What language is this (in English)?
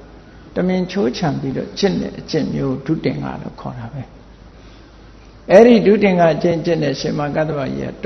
Burmese